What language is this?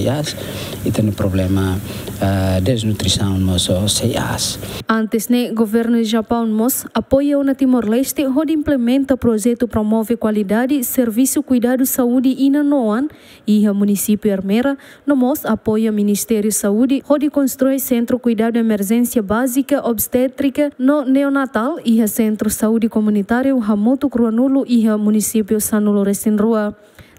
Tetum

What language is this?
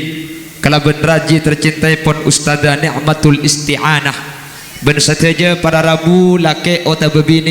Madurese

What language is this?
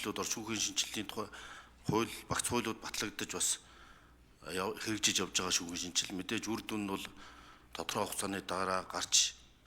Mongolian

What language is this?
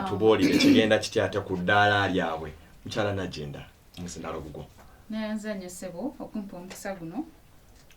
Ganda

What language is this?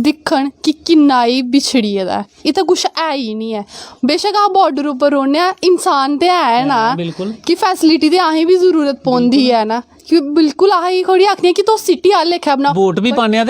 Dogri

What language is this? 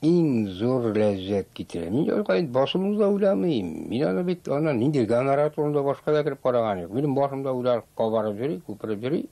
Tatar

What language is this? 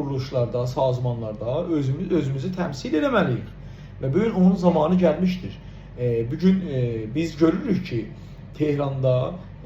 South Azerbaijani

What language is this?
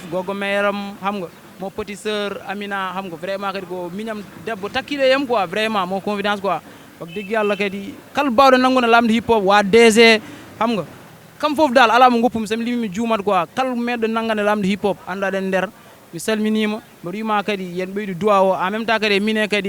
Fula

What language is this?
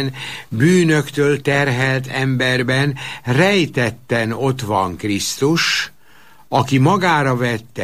Hungarian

